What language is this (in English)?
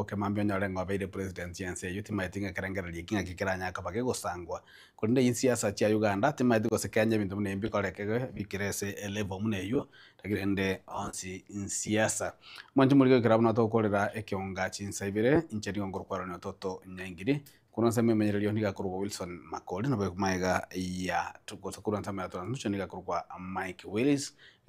Gusii